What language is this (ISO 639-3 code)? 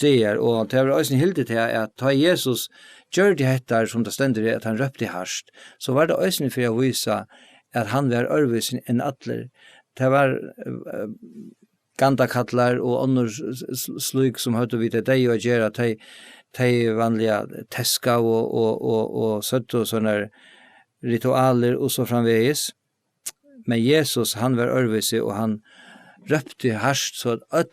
fao